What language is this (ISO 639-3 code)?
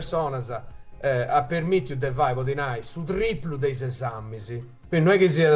srd